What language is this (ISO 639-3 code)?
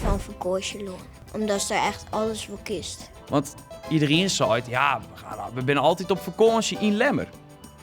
fry